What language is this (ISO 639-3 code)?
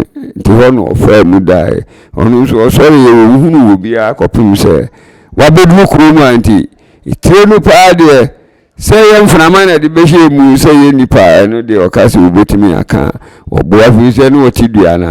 aka